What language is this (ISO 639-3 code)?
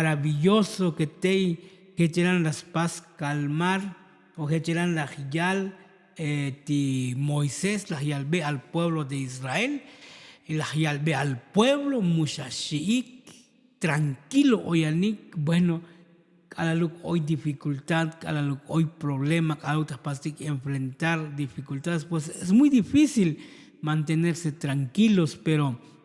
tzo